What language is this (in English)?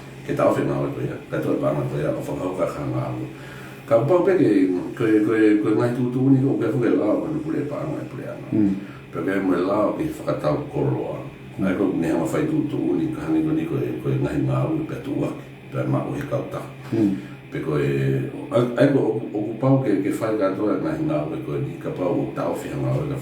Tongan